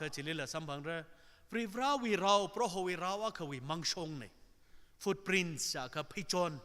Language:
Tangkhul Naga (India)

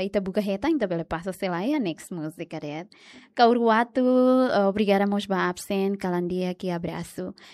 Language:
Tetum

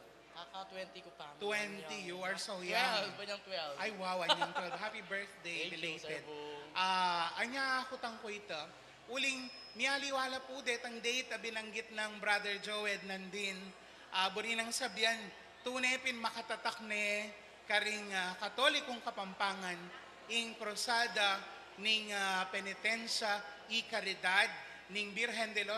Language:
Pampanga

